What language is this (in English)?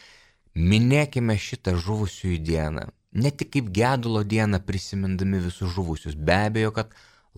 Lithuanian